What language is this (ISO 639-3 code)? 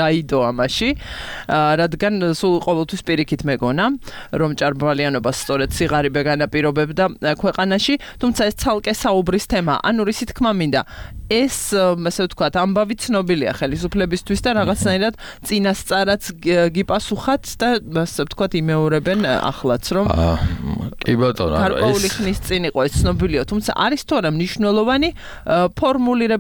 kat